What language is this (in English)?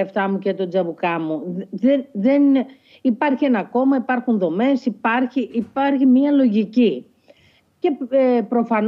Greek